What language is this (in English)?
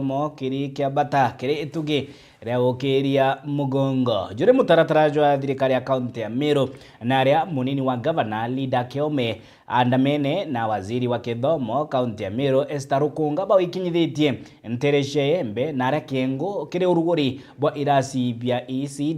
Meru